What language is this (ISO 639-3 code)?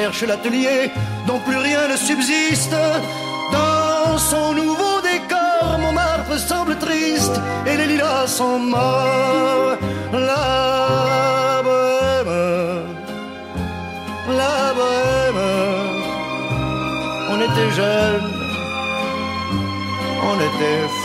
fra